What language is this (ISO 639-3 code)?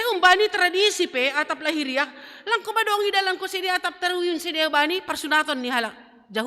bts